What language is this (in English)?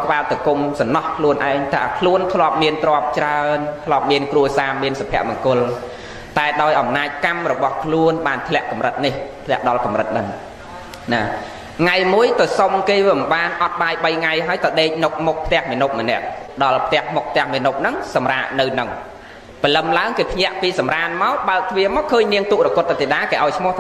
Khmer